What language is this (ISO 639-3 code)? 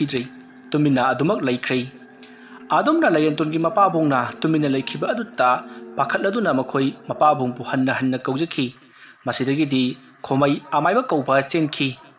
mni